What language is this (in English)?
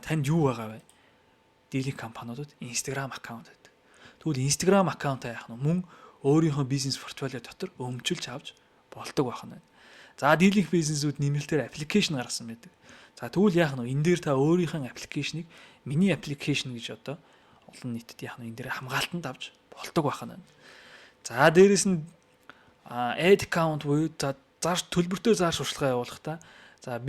Mongolian